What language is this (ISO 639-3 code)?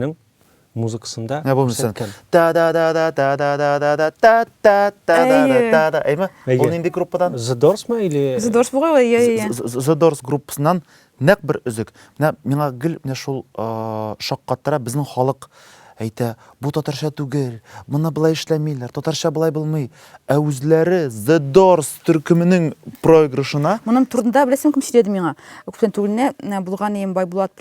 tat